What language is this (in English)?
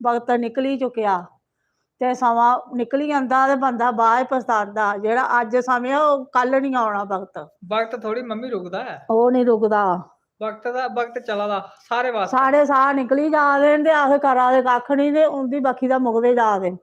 Dogri